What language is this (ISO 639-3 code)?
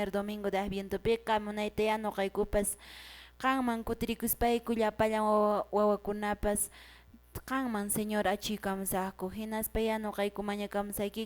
que